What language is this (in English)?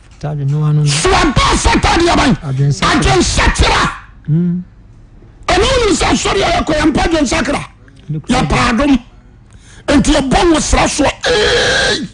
Akan